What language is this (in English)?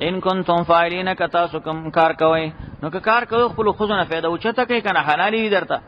Pashto